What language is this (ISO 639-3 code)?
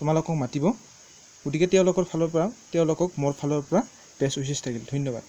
asm